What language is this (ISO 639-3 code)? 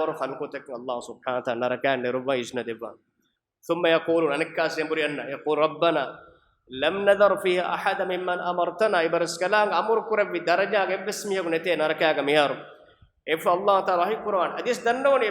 div